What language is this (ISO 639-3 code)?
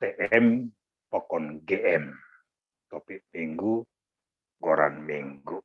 bts